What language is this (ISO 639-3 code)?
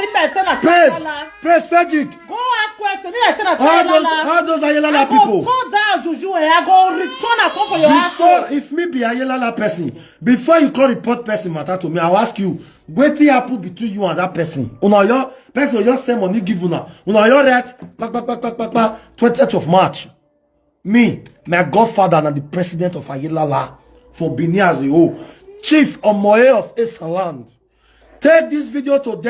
pcm